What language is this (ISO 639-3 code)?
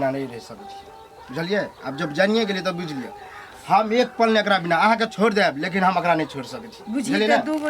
mai